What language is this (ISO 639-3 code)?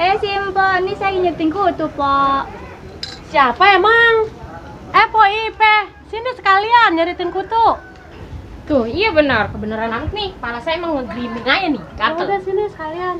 bew